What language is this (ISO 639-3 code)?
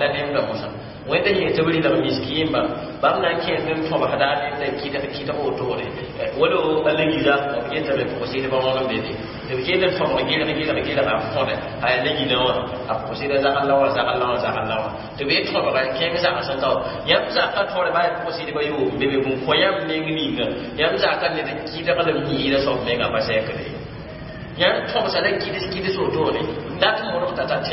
mos